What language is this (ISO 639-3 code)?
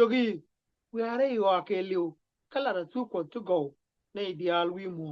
nus